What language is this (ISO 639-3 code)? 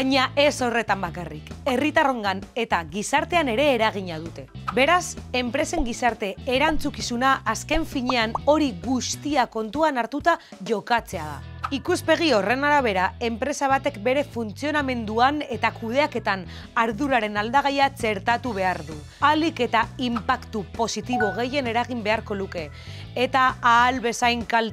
eus